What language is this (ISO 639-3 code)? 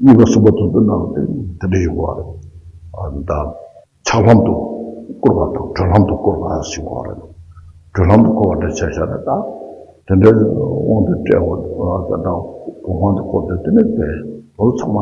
bod